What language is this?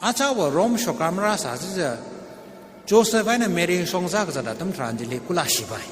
Tangkhul Naga (India)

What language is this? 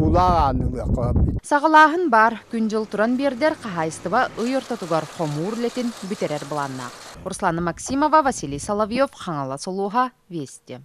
Yakut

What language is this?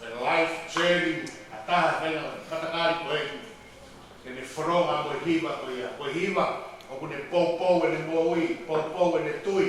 Tongan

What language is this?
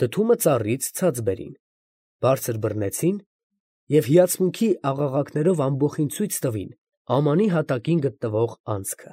Armenian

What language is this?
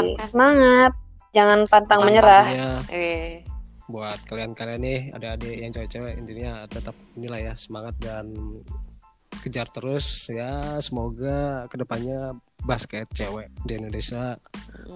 Indonesian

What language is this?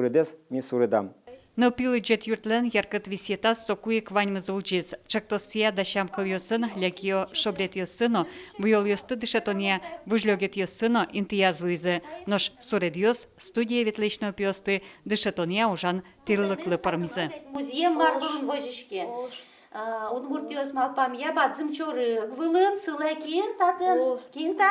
Udmurt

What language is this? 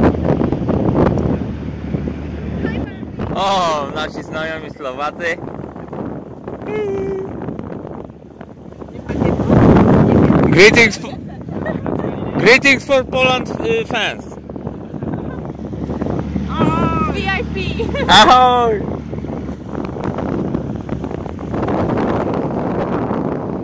Polish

